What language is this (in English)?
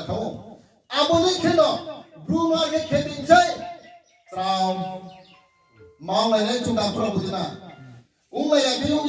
Riang (India)